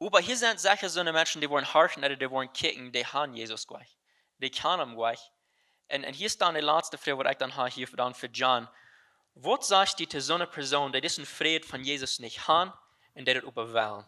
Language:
Plautdietsch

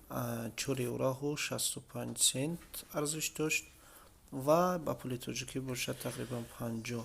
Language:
Tajik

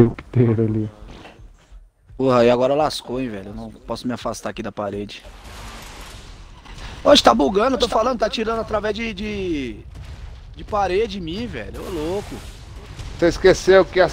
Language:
Portuguese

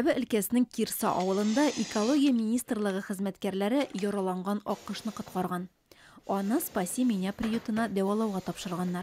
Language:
Tatar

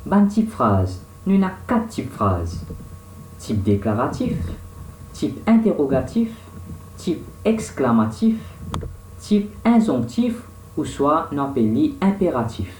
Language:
Morisyen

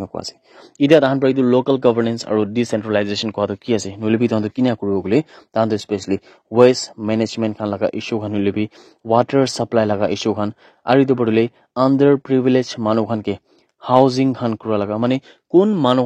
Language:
Naga Pidgin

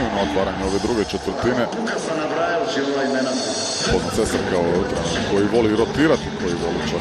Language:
Croatian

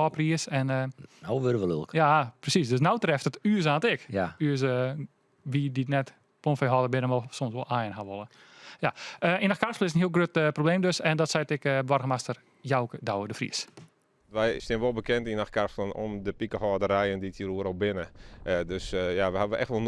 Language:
Western Frisian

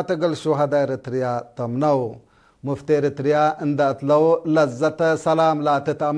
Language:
Tigre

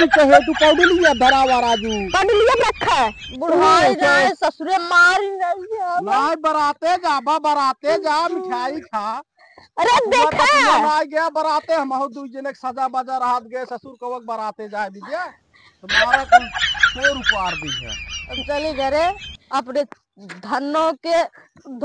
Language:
Awadhi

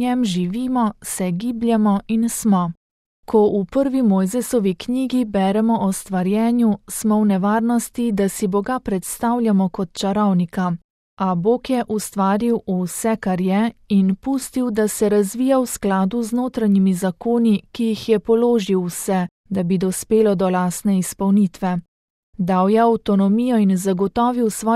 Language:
Slovenian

